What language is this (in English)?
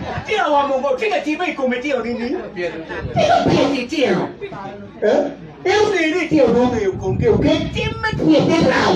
Acoli